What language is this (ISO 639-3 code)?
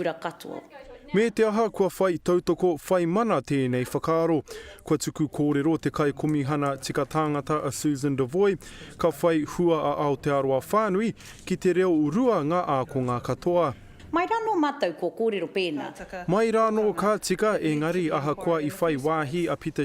mri